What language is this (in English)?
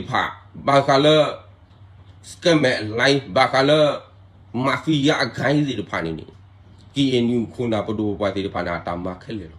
S'gaw Karen